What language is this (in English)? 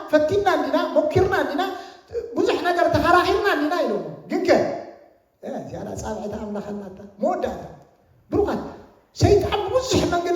Tigrinya